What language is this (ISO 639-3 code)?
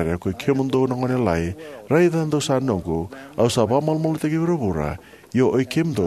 fij